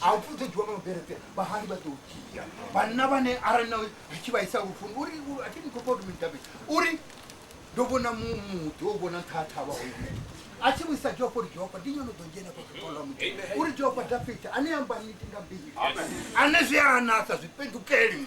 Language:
Venda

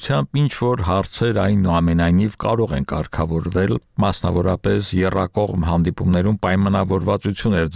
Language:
Armenian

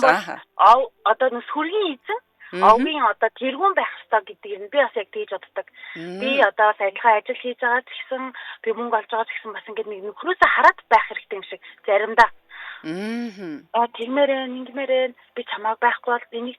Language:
Mongolian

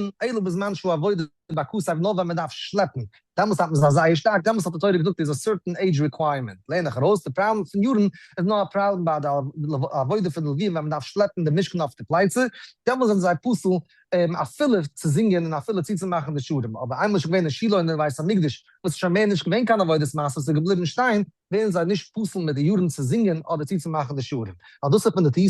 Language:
Yiddish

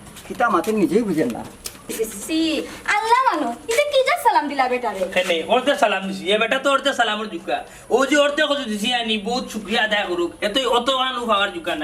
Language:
Sylheti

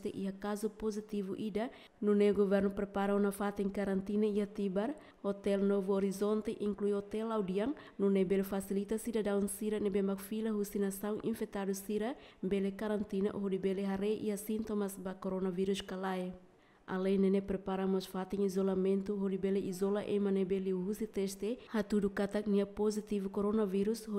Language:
Tetum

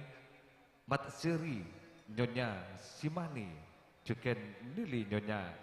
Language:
Madurese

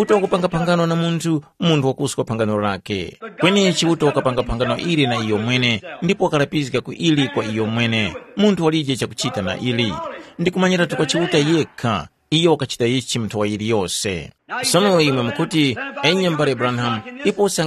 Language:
Tumbuka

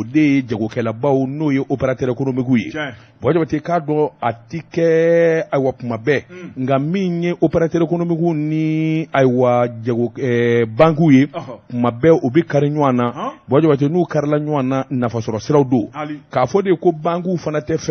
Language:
Bambara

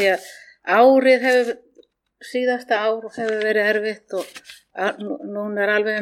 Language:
Icelandic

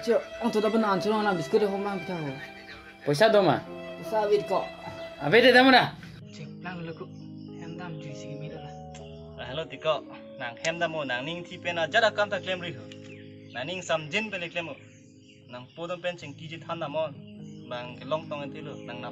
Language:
Karbi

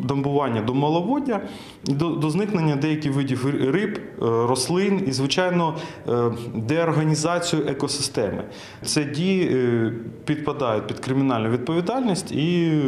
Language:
Ukrainian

